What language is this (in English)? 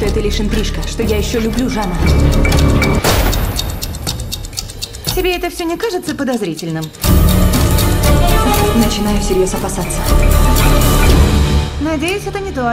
Russian